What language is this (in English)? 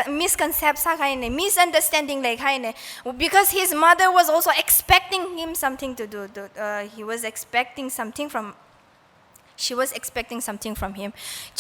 Tangkhul Naga (India)